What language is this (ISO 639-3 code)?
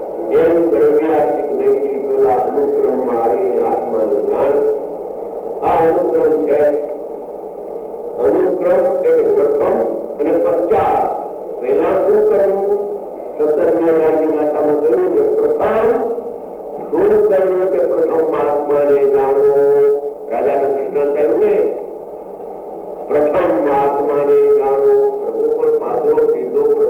guj